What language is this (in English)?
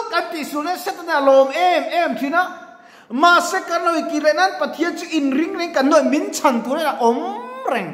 Mizo